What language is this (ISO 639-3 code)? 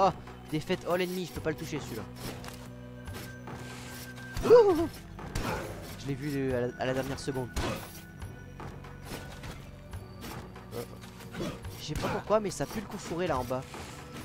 fra